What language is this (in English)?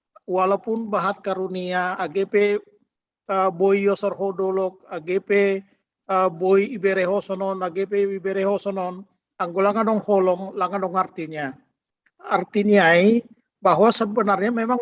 Batak Simalungun